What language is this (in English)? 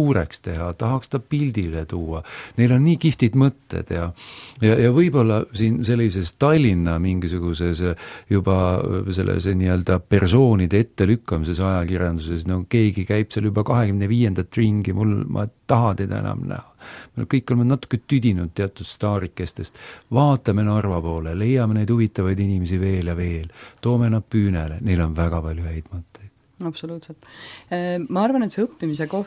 Estonian